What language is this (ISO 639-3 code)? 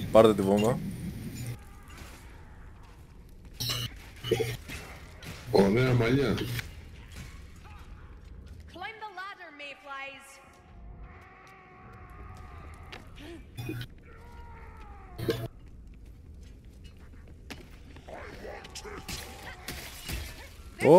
ell